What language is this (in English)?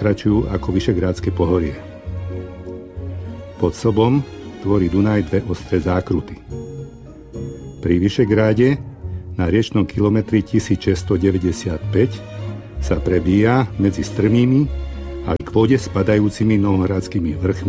Slovak